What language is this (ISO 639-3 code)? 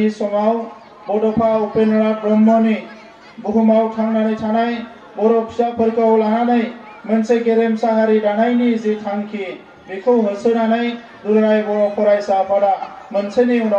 brx